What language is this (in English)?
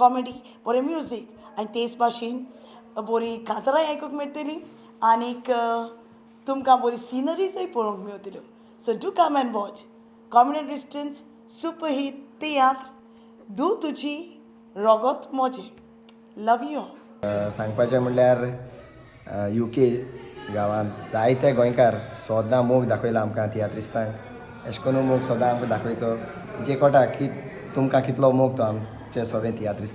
Konkani